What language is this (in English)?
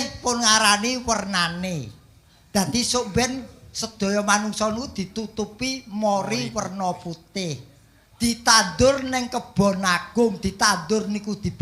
Javanese